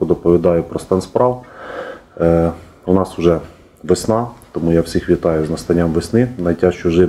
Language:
Ukrainian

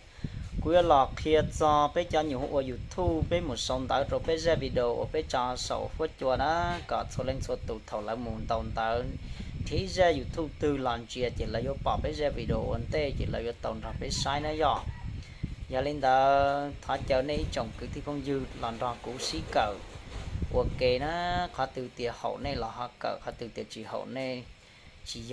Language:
Hmong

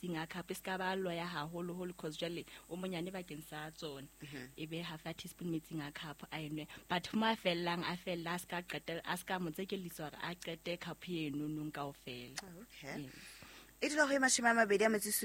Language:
Southern Sotho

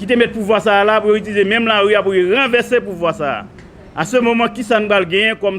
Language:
Haitian Creole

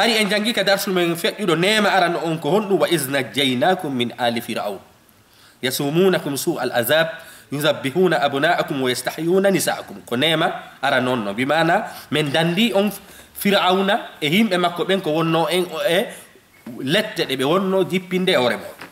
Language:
Fula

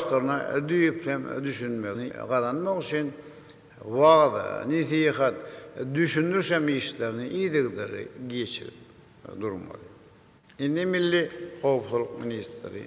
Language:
Turkmen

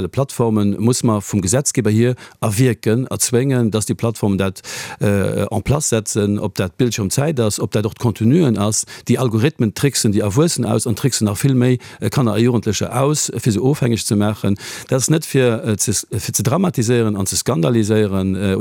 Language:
Luxembourgish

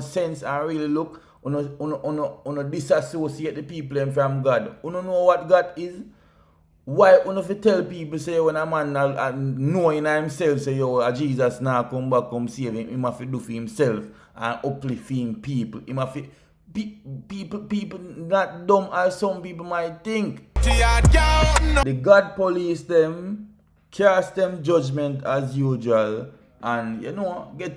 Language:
Jamaican Creole English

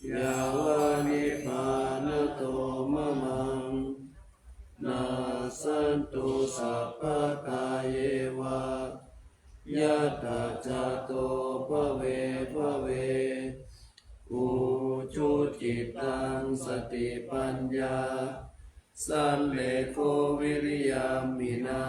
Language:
Pali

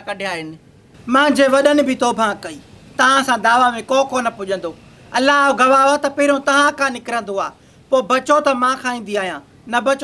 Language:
Sindhi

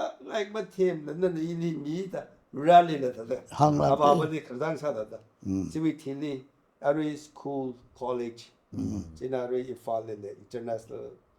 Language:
Tangkhul Naga (India)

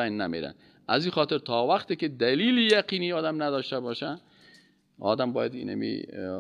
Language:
Persian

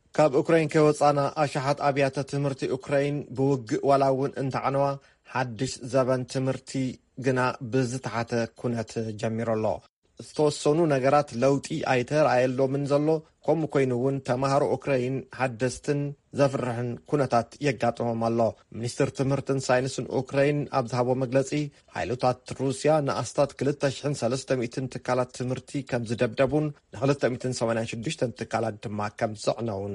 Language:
Tigrinya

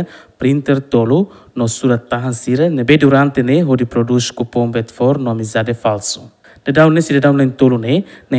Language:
Tetum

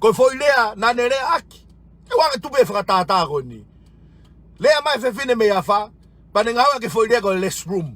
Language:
Tongan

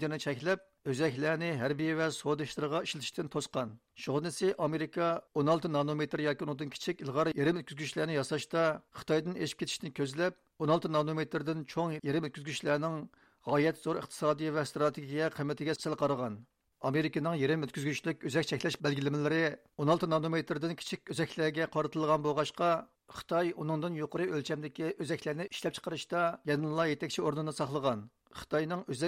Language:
Uyghur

